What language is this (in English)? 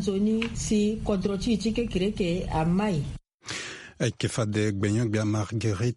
Sango